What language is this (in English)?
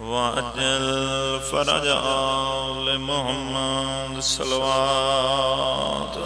Pahari-Potwari